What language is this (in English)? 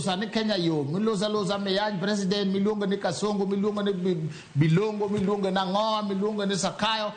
Luo (Kenya and Tanzania)